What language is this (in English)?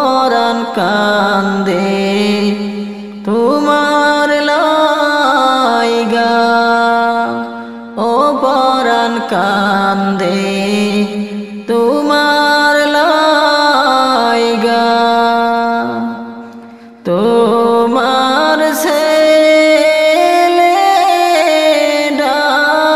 Bangla